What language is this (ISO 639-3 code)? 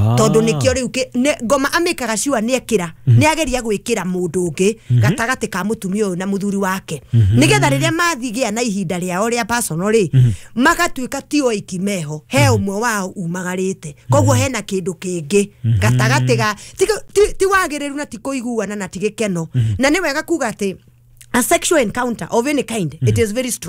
kik